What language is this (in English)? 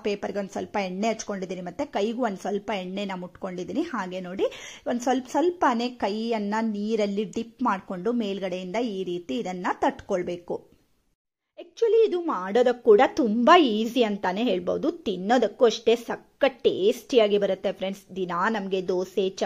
Kannada